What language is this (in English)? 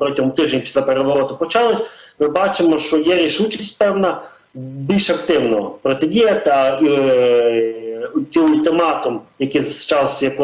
Ukrainian